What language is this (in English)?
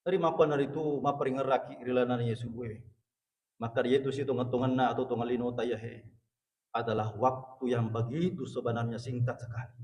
Buginese